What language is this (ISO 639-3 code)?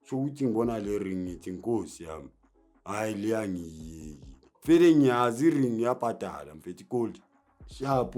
zul